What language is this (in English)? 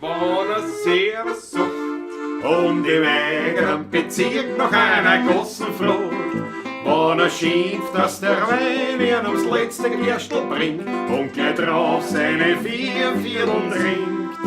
Bavarian